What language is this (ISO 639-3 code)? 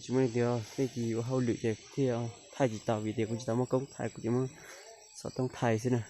hmn